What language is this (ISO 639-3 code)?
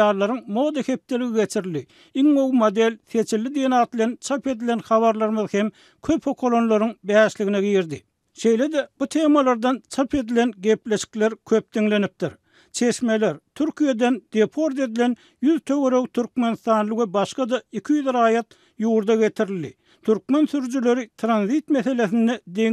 tuk